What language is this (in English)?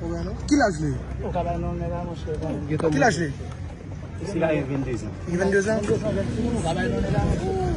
Haitian Creole